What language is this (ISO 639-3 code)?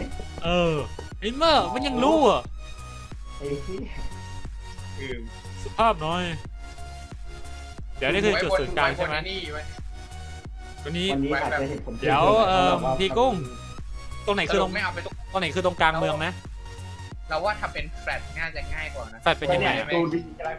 tha